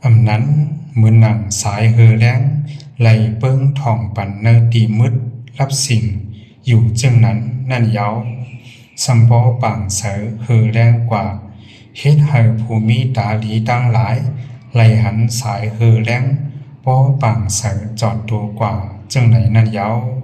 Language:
Shan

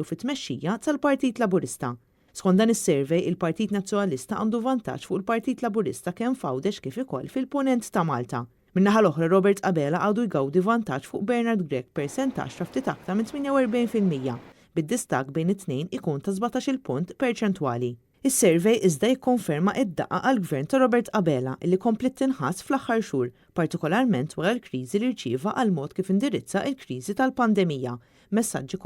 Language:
Maltese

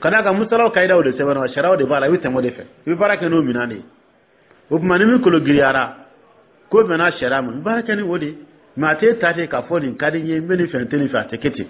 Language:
Dyula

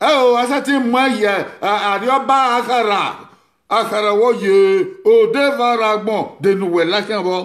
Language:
Bini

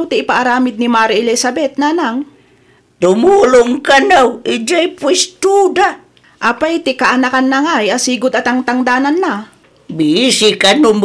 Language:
Iloko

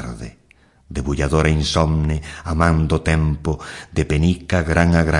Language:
Galician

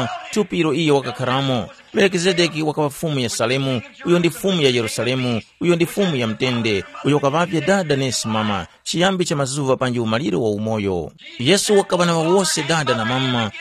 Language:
Tumbuka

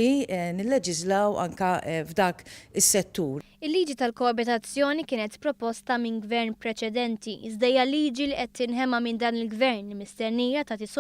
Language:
Maltese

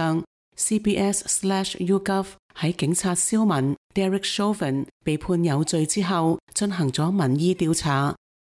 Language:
Cantonese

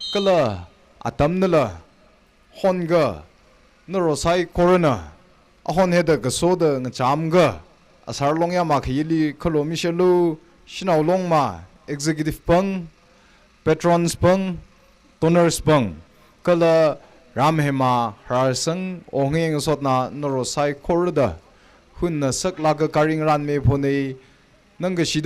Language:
Tangkhul Naga (India)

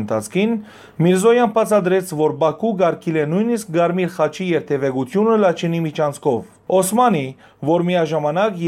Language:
Western Armenian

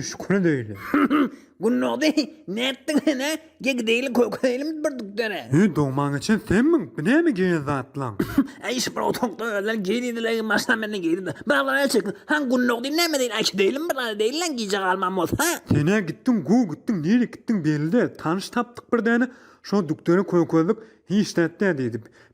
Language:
Turkmen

